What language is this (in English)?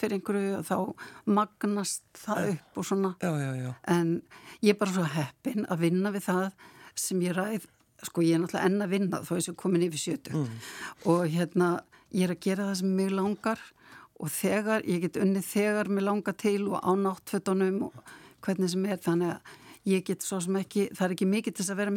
Icelandic